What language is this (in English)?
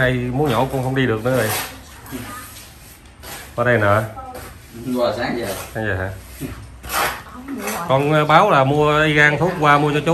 Vietnamese